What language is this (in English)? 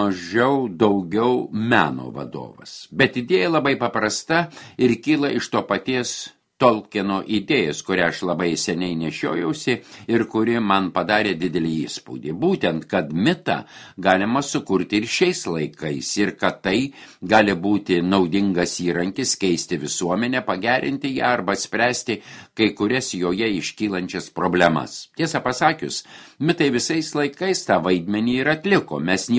Lithuanian